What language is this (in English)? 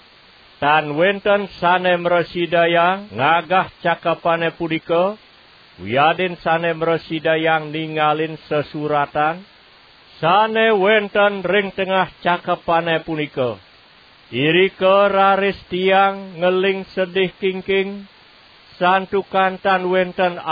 Balinese